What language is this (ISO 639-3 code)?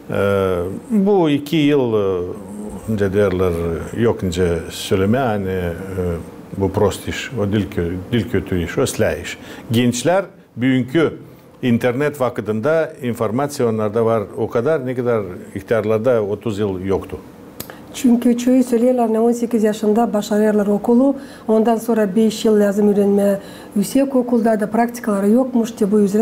gag